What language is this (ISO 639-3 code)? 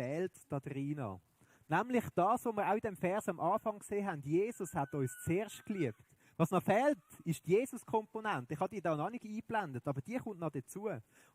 gsw